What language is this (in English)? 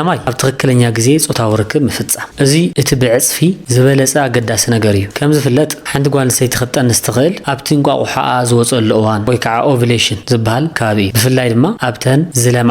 Tigrinya